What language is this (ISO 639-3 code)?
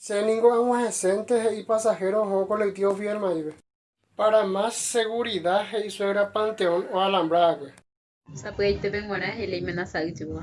grn